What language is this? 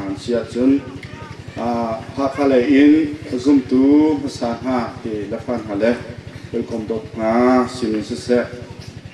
Hakha Chin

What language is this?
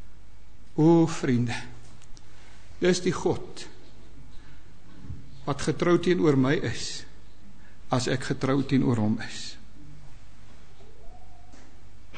Afrikaans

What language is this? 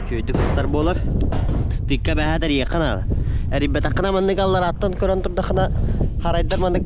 Yakut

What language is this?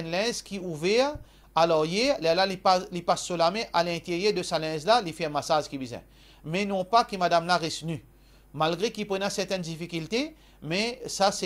Morisyen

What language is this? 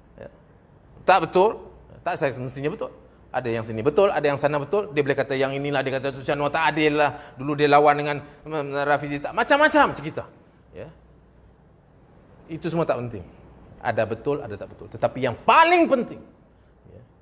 Malay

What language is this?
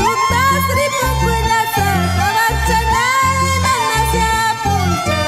Ayacucho Quechua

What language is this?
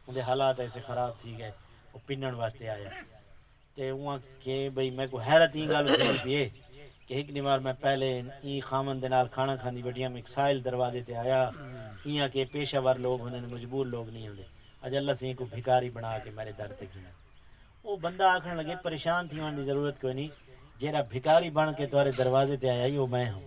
Saraiki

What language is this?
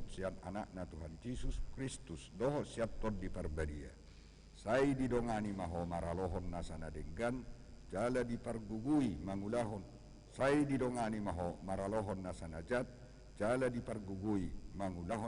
Batak Toba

